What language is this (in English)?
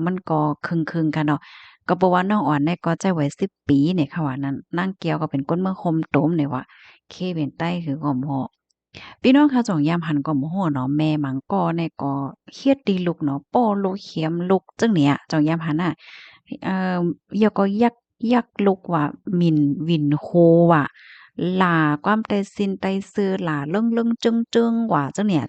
Shan